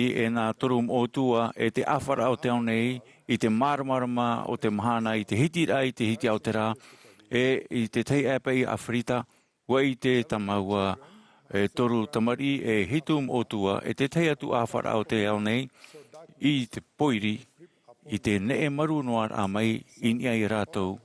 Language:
Tahitian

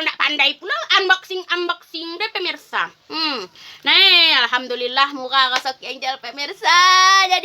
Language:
Minangkabau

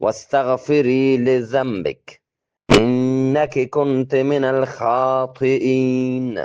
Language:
Eastern Balochi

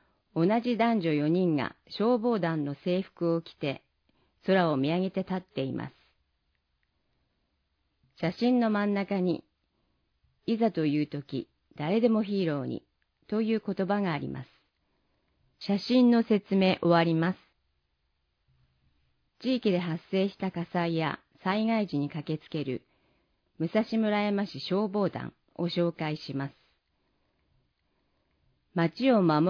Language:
Japanese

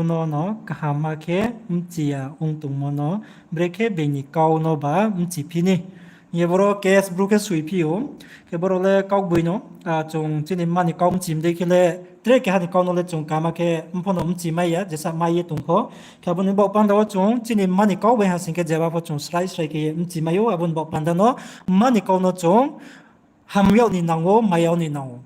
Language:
Riang (India)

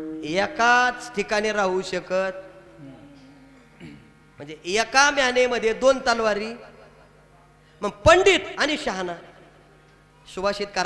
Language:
Marathi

